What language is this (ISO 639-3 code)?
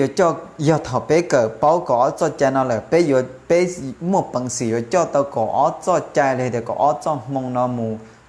hmn